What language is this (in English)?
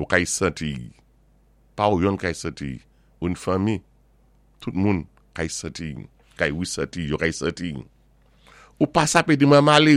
Saint Lucian Creole French